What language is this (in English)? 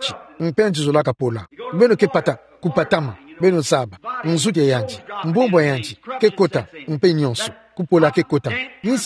Kituba (Democratic Republic of Congo)